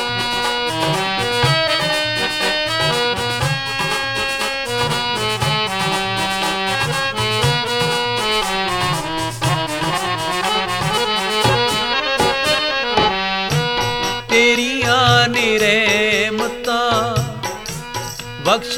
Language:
Punjabi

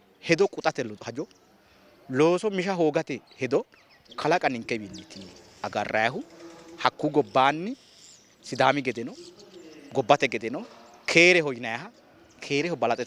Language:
Sidamo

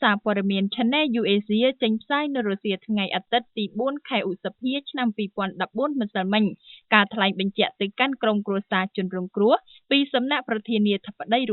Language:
Khmer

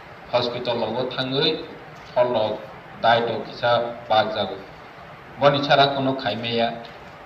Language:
Kok Borok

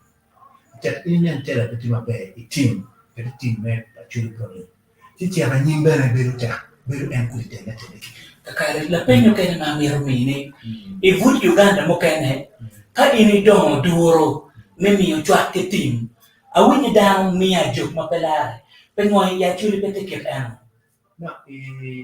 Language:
Acoli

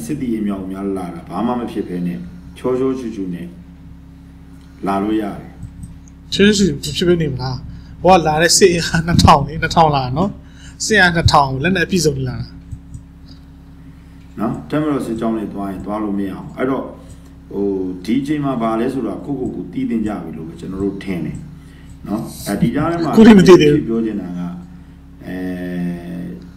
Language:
Burmese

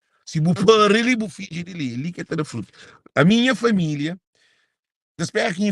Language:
Kabuverdianu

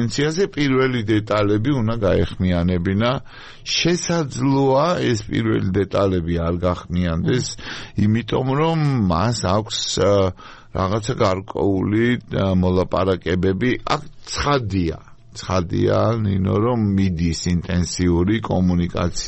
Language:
Georgian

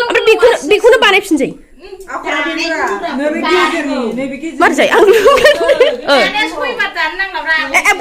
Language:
Bodo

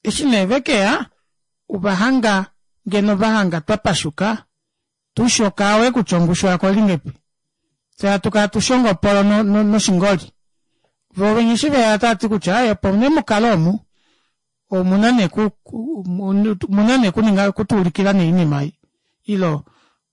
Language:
Kuanyama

